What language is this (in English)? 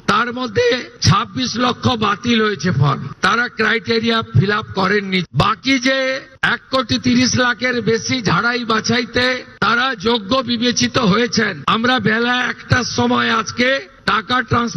Bangla